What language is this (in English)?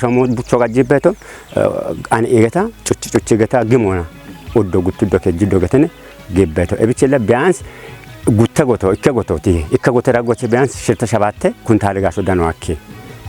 Kafa